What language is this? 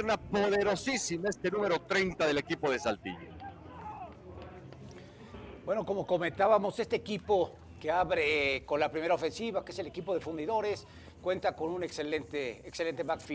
Spanish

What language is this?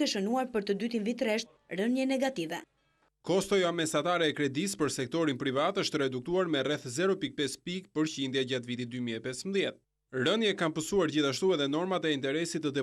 Albanian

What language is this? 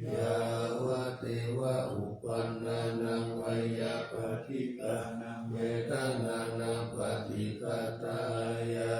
Pali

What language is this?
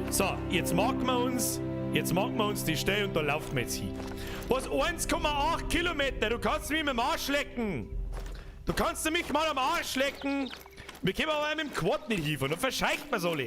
Bavarian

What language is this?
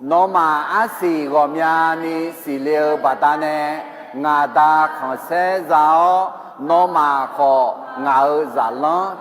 Akha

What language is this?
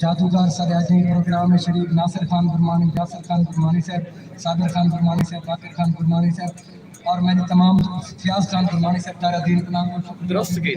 Saraiki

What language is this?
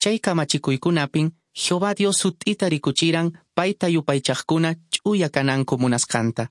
Quechua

